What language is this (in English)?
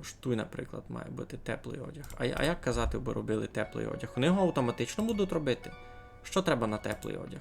Rusyn